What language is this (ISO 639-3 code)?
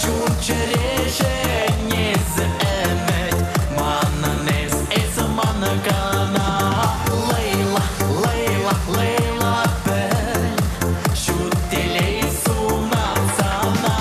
chv